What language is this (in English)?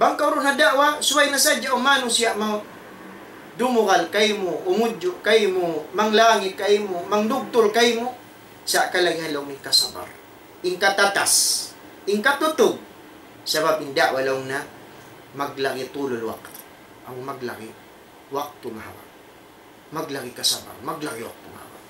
Tausug